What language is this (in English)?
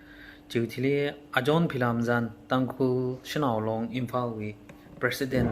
Tangkhul Naga (India)